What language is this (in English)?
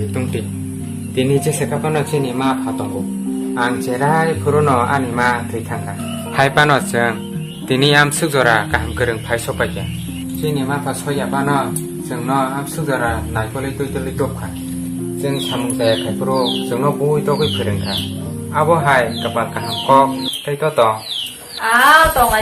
Kok Borok